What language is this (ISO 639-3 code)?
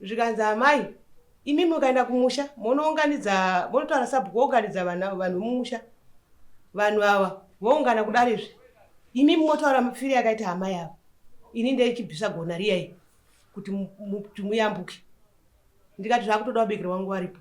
sna